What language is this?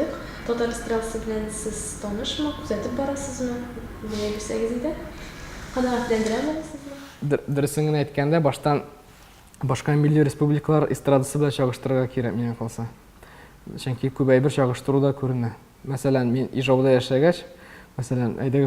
Tatar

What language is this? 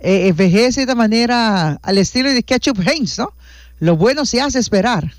Papiamento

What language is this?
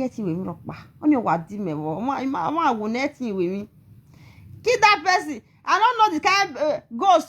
Nigerian Pidgin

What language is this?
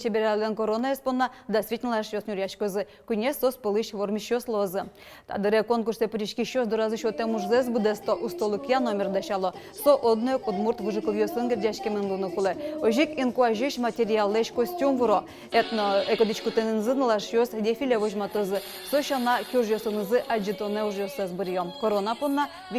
Udmurt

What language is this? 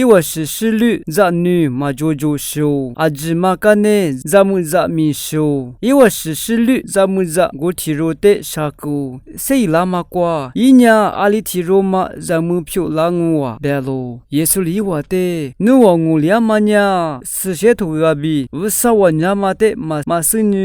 Lisu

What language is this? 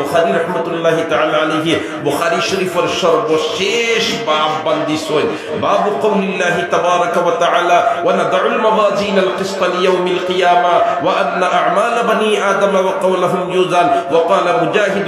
Sylheti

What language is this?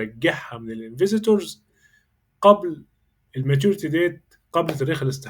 Egyptian Arabic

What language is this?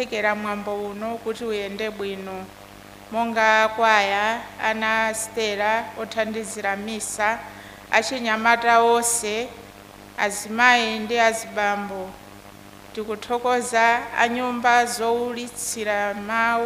Nyanja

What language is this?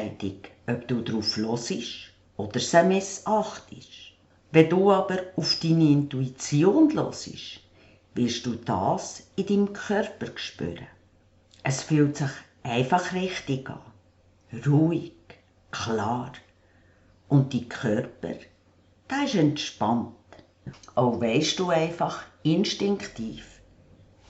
Swiss German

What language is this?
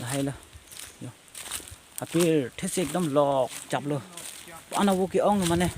Karbi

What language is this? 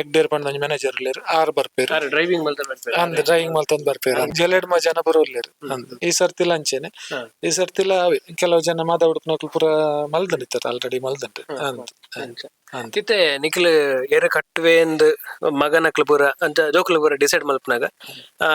Tulu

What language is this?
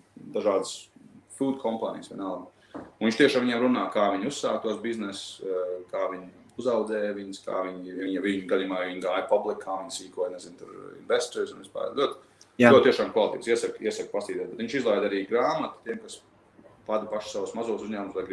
Latvian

